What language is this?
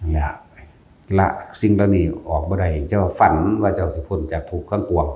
Northeastern Thai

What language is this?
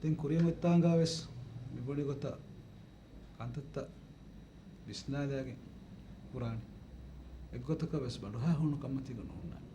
Divehi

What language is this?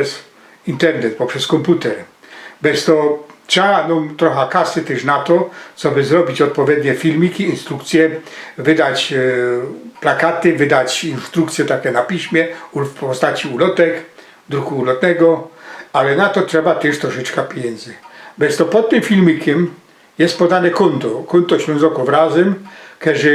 Silesian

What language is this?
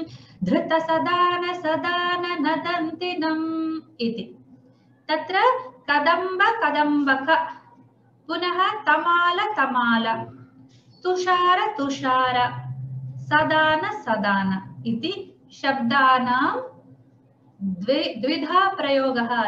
Sanskrit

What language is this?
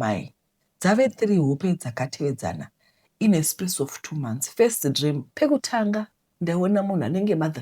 Shona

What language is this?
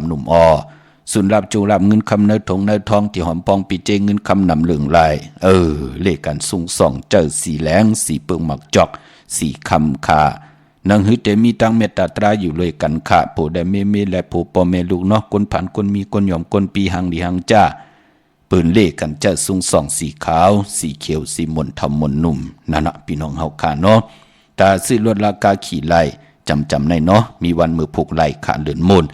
Shan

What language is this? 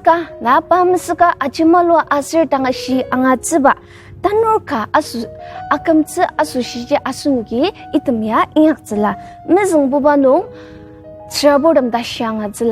Ao Naga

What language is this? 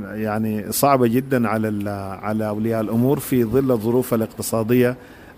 Sudanese Arabic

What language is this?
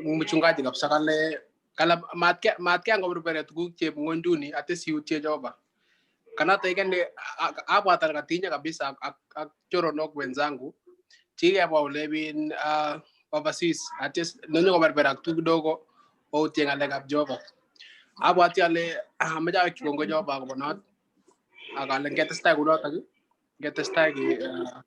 Kalenjin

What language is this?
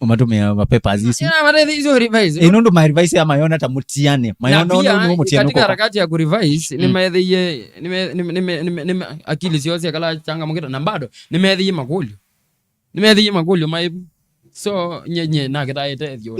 Kamba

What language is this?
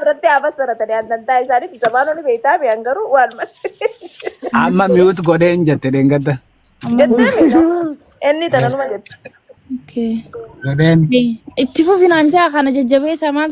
Oromo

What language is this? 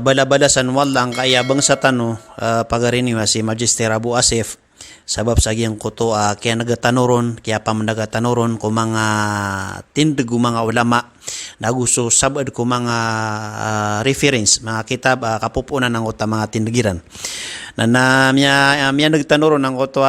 Maranao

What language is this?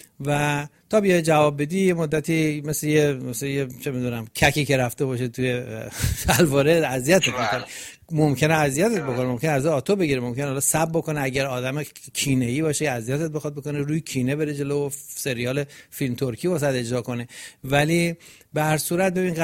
Persian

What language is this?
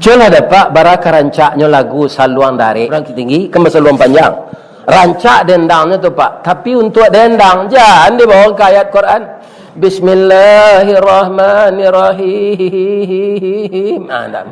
Minangkabau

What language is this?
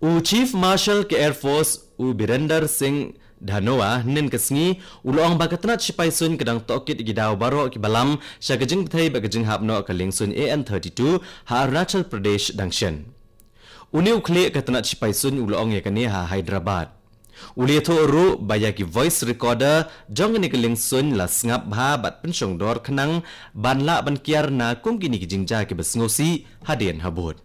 Khasi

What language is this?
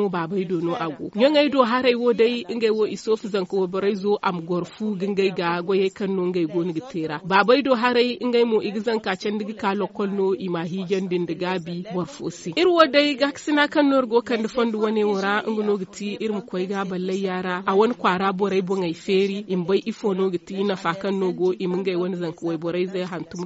Zarma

